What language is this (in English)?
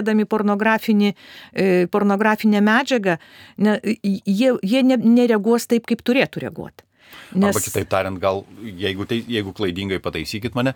Lithuanian